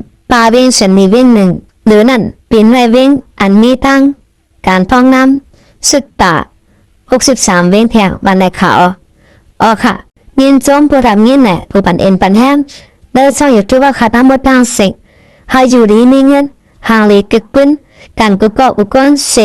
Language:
Shan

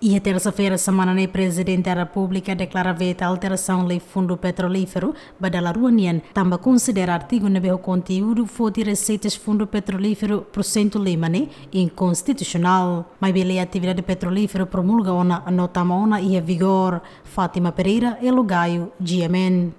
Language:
Tetum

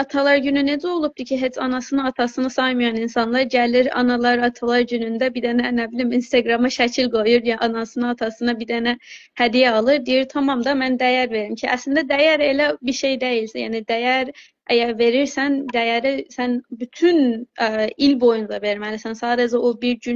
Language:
South Azerbaijani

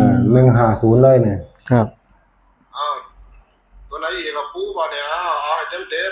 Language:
Northeastern Thai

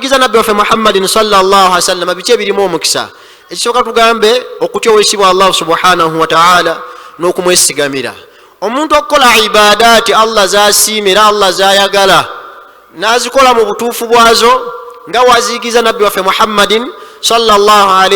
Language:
Ganda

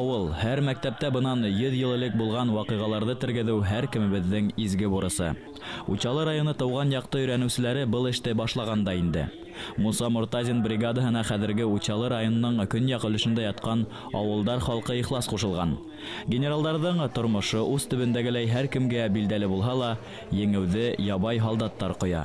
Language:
Bashkir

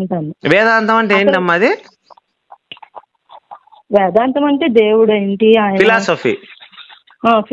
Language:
Telugu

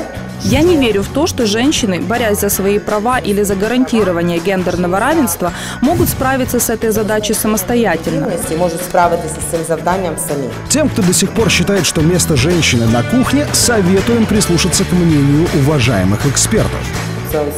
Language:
Russian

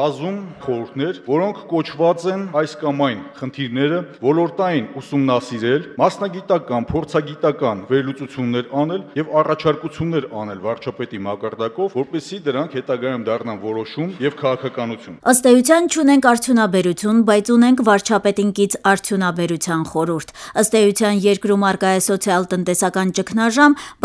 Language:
Armenian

